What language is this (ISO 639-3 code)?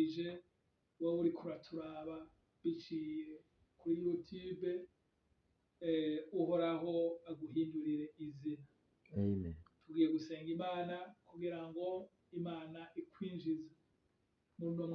run